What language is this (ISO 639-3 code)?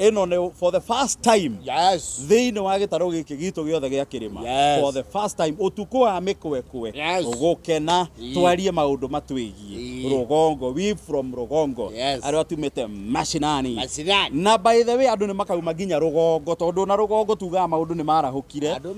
kik